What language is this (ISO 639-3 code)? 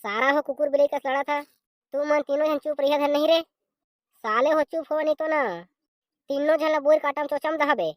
hne